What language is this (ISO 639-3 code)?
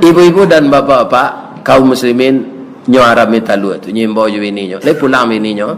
min